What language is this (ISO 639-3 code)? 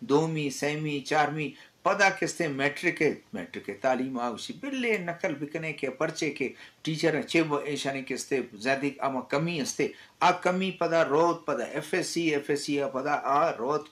bgp